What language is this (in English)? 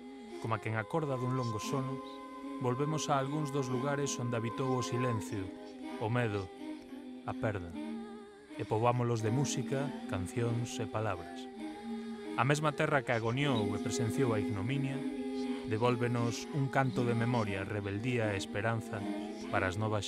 Galician